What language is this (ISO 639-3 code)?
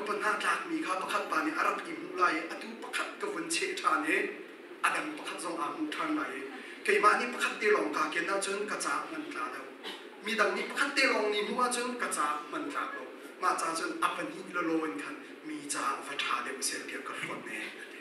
cnh